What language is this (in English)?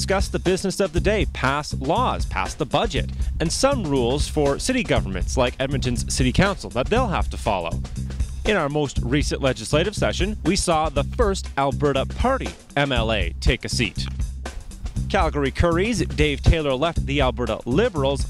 English